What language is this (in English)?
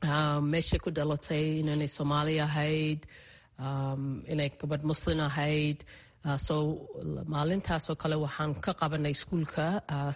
Somali